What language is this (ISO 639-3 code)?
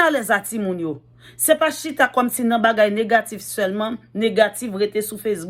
hat